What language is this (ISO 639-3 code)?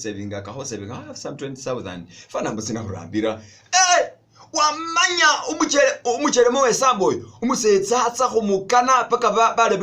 myx